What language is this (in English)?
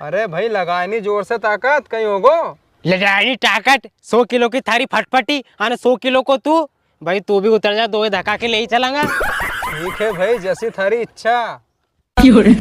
Rajasthani